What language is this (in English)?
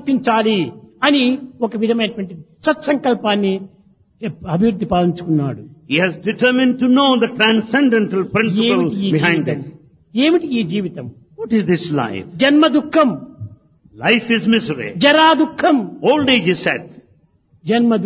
Telugu